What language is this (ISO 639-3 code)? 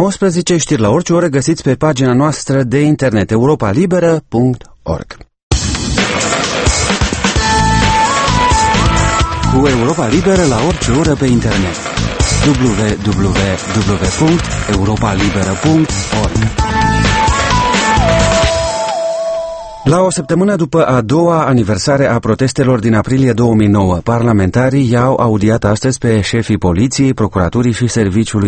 ron